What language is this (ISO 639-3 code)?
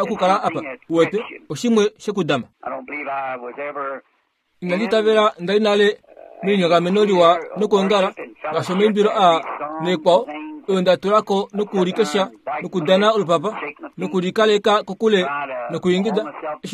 kua